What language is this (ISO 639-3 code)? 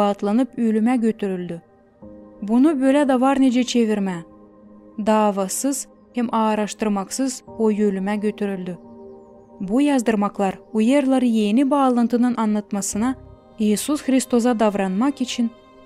gag